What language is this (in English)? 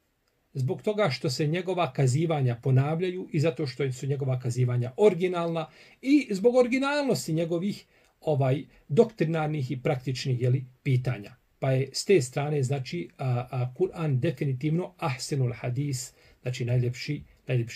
Bosnian